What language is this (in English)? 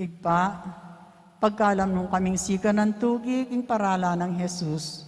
Pampanga